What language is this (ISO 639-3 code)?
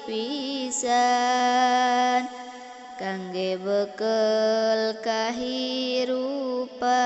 sun